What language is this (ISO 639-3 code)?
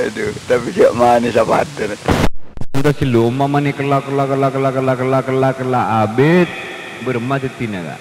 mad